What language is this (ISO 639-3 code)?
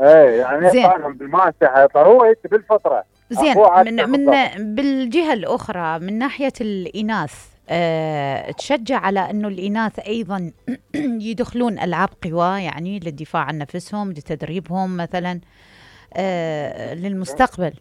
acm